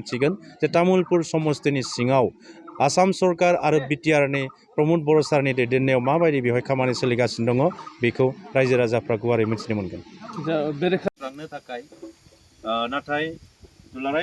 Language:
Bodo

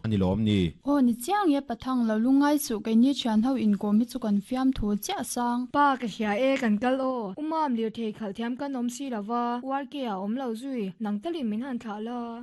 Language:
Mizo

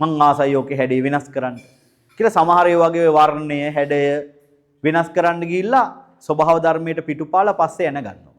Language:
Sinhala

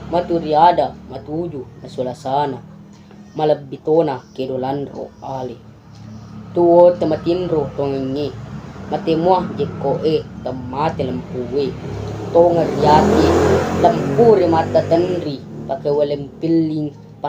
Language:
Buginese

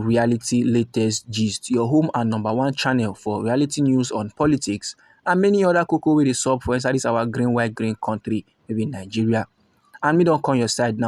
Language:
Nigerian Pidgin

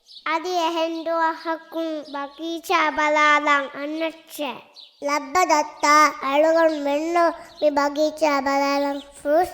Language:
Divehi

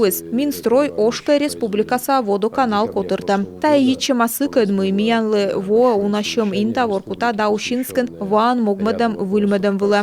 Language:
Komi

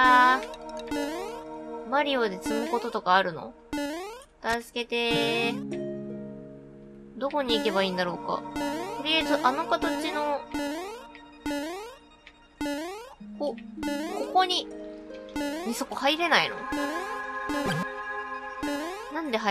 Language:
Japanese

